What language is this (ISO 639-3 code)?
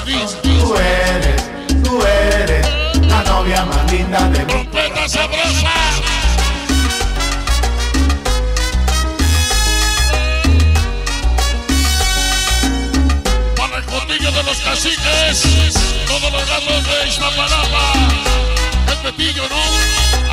spa